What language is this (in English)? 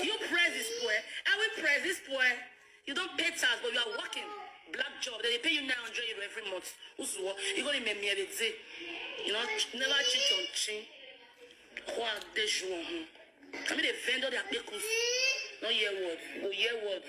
Nigerian Pidgin